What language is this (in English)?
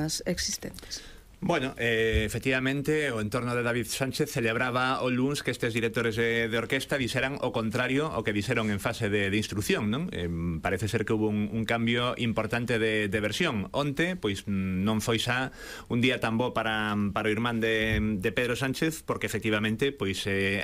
Galician